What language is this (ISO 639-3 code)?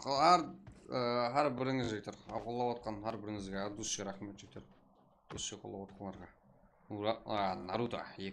kaa